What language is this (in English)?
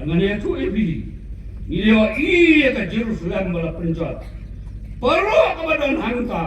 Khasi